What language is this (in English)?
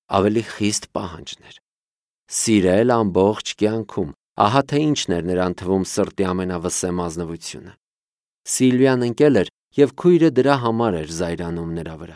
Armenian